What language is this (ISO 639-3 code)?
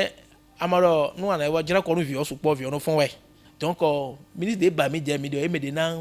fon